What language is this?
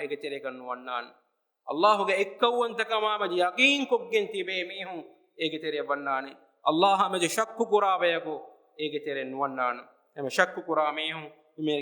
Divehi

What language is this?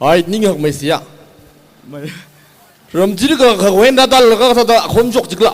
Tangkhul Naga (India)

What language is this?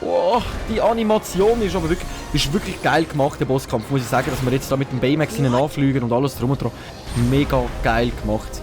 Swiss German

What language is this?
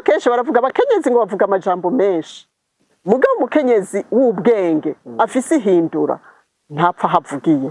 Rundi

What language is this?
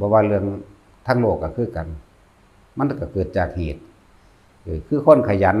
Northeastern Thai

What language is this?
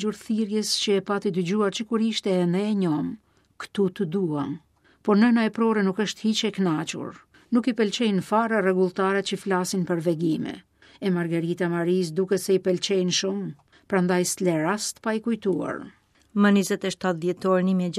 Albanian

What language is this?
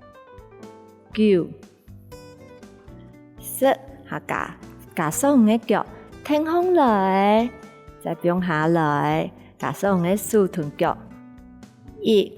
Hakka Chinese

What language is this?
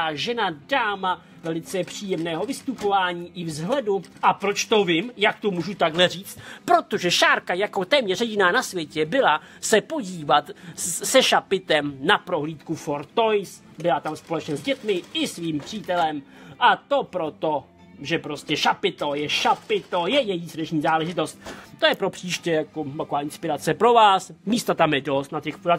Czech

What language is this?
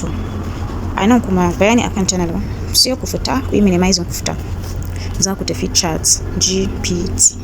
Hausa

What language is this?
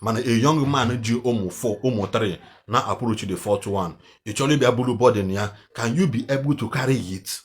Igbo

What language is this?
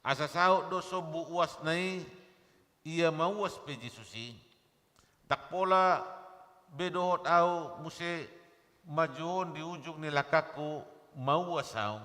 Batak Toba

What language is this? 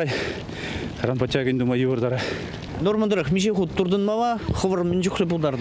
Chuvash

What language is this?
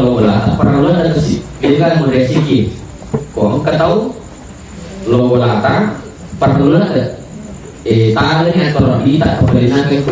Buginese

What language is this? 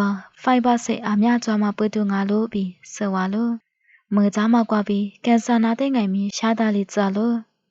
Lisu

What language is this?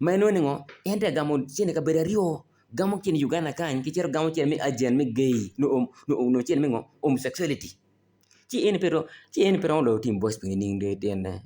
Acoli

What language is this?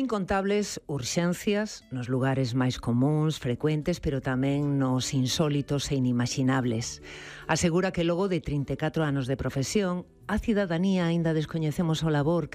Galician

